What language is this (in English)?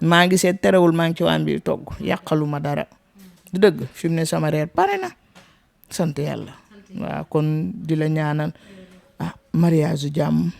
Wolof